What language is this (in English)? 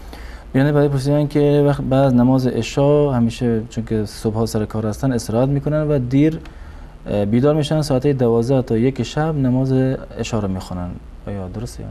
Persian